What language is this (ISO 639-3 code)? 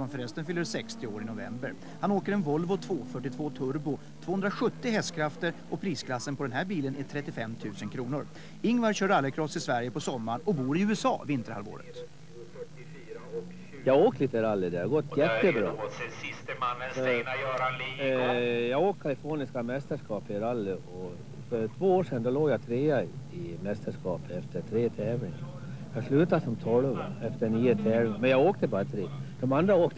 swe